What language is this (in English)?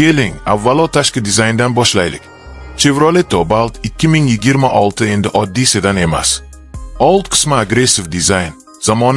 Uzbek